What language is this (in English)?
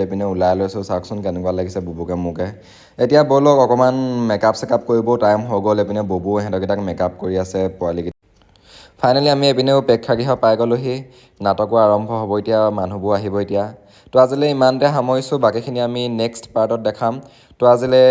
Assamese